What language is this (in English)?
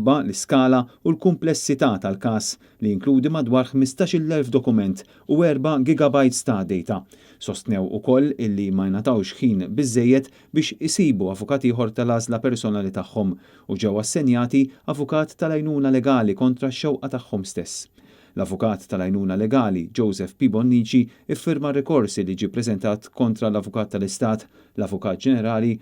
Maltese